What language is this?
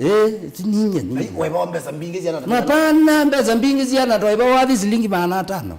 Kamba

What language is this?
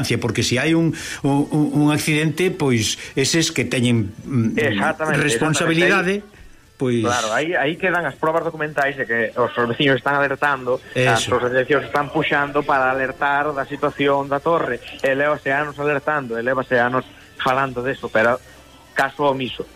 Galician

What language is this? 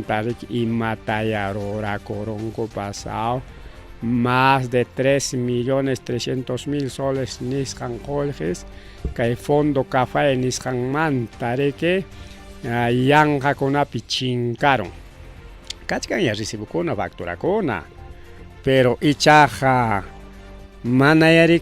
Ayacucho Quechua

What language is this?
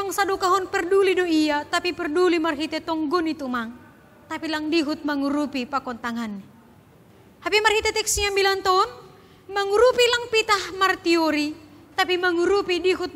Batak Simalungun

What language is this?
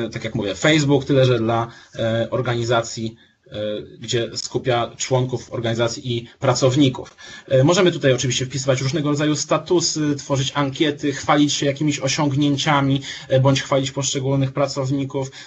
Polish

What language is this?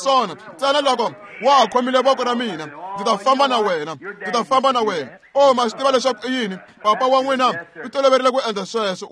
Tsonga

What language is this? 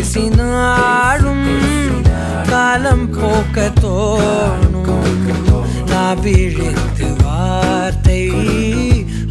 Tamil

